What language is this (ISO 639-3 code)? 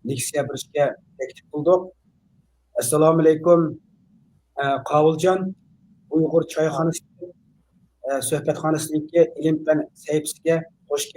uig